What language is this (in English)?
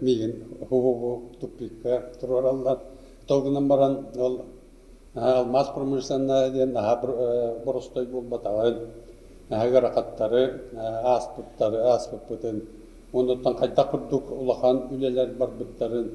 Yakut